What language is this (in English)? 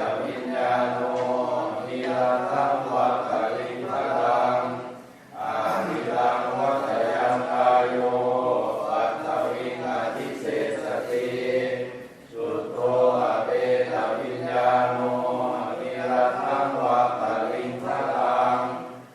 Pali